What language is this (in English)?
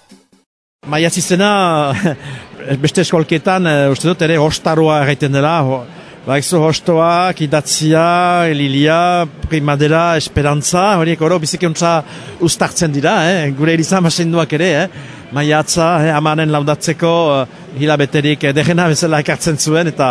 Basque